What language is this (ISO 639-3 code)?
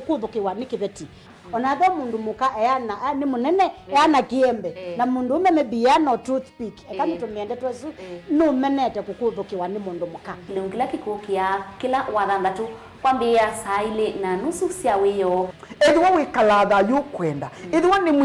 kam